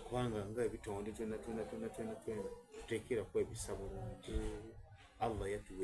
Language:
Soga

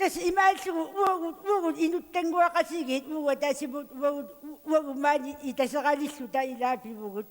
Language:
Kalaallisut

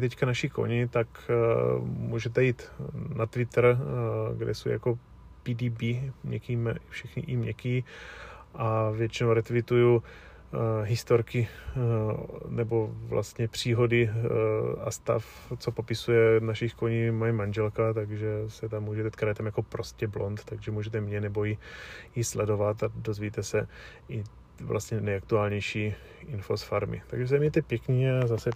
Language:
Czech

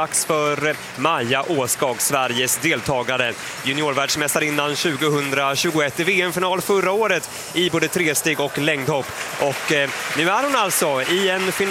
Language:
Swedish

